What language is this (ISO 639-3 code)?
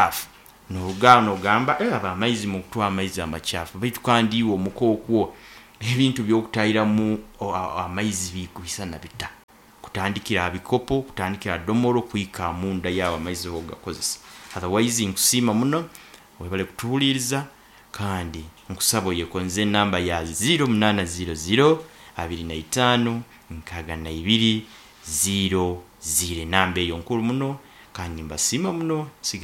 nyn